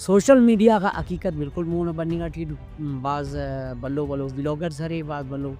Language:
Brahui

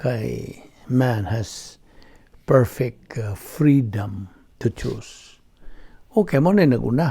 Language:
Cebuano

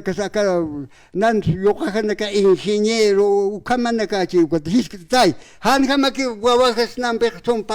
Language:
Aymara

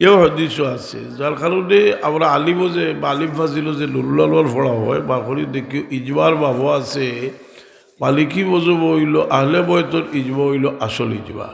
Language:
Sylheti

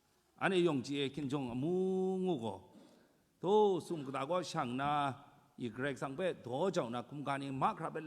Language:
Kachin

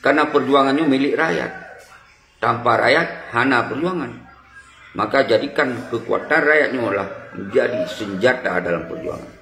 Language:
Achinese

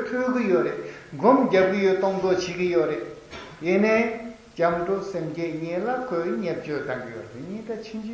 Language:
Tibetan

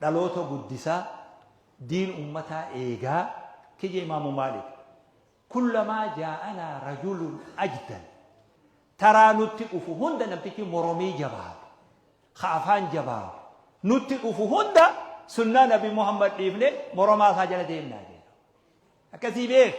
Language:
Oromo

